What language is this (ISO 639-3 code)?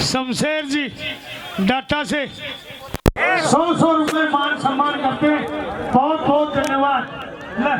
bgc